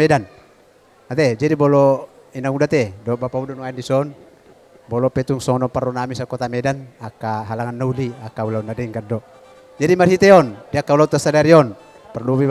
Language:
Batak Toba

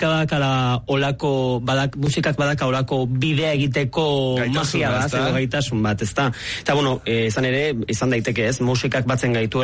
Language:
Basque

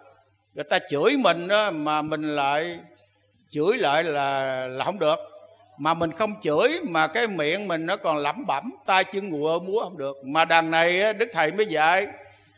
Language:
Vietnamese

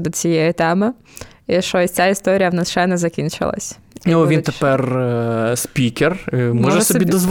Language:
Ukrainian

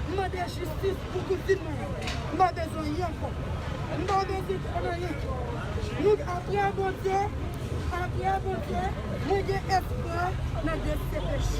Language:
Haitian Creole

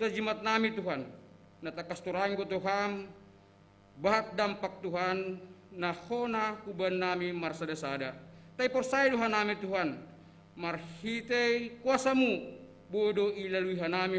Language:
Batak Simalungun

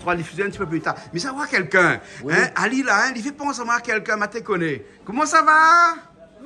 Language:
Réunion Creole French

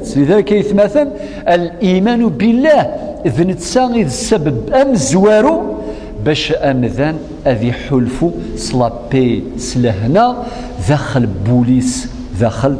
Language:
Kabyle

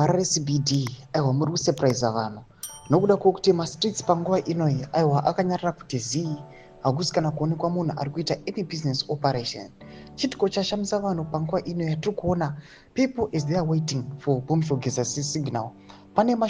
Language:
Shona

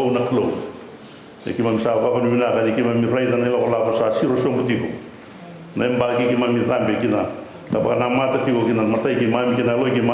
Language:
Fijian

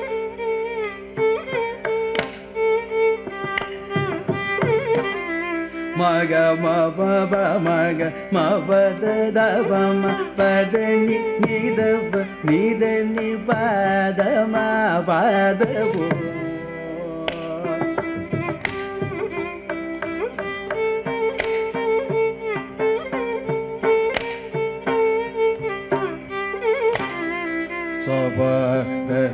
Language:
Tamil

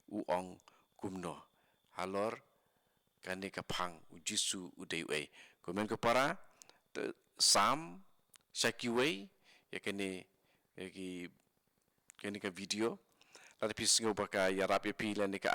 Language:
Khasi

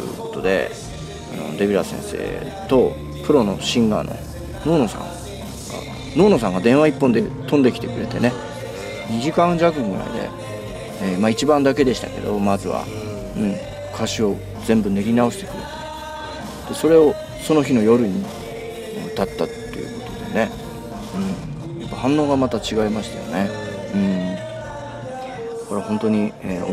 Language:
Japanese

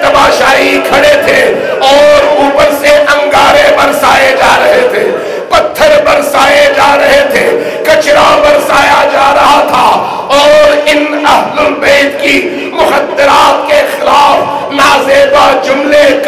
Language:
Urdu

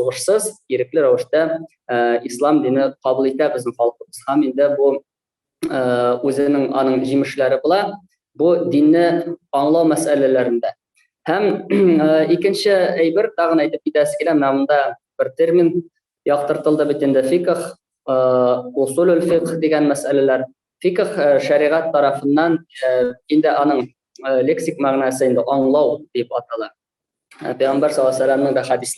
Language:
Tatar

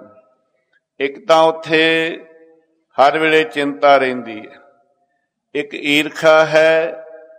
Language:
Punjabi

